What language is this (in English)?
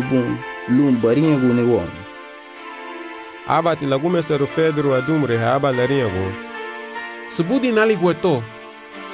Garifuna